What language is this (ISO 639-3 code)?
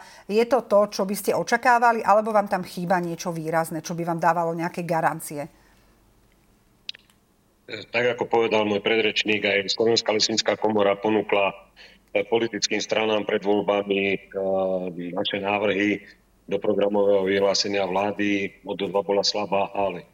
slk